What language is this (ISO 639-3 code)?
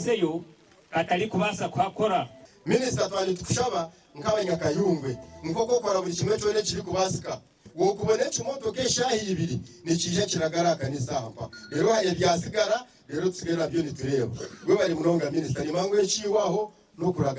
nyn